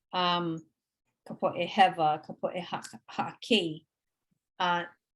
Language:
Hawaiian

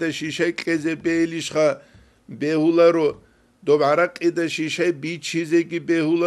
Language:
Avaric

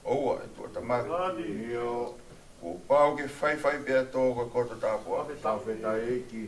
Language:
Tongan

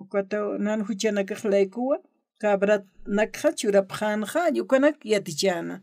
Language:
Aymara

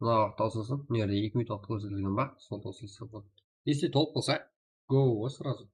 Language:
Kara-Kalpak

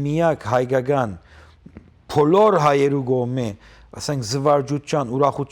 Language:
Western Armenian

